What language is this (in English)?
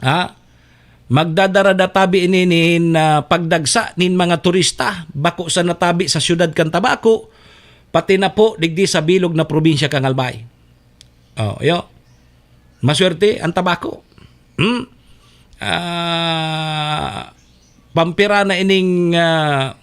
Bikol